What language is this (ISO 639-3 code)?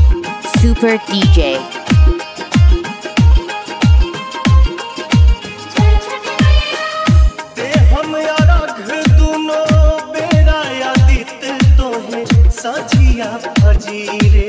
bho